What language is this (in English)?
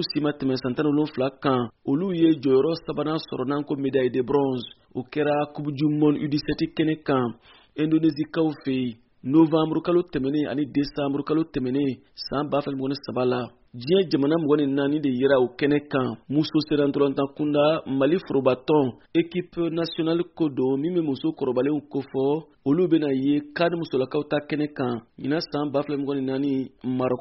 Bambara